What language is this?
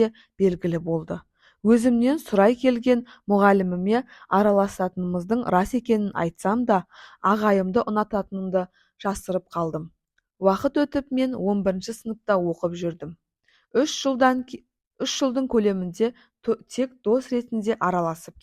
Kazakh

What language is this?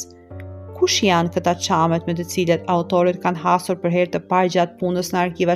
Albanian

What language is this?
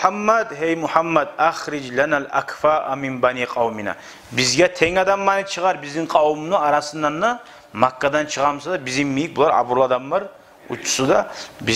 Kumyk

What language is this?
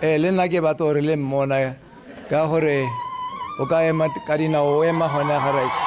Tswana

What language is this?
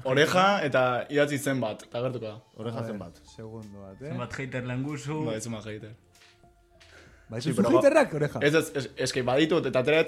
Basque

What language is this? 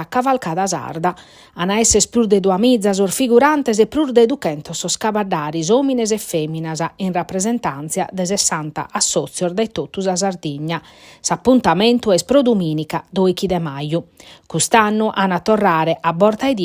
Sardinian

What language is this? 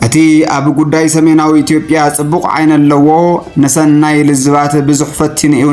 Tigrinya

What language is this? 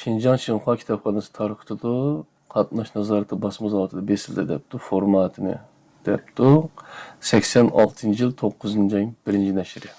Uyghur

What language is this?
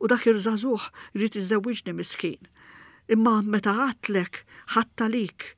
Maltese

